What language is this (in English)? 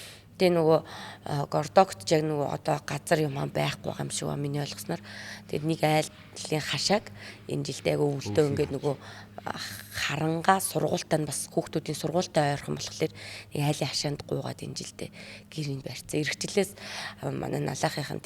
Mongolian